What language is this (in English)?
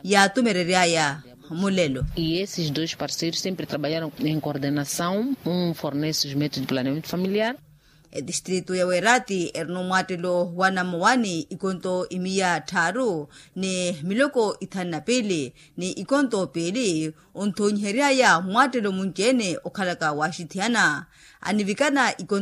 Makhuwa